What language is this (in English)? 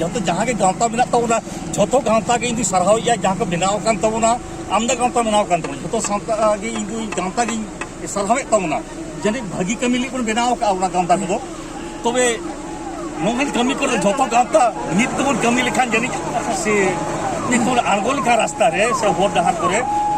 Santali